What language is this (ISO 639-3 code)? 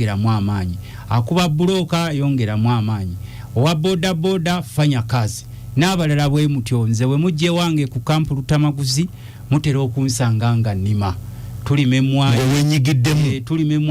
lug